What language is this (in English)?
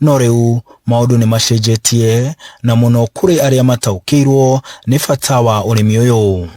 Kikuyu